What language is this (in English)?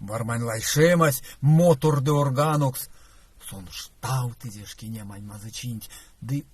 Erzya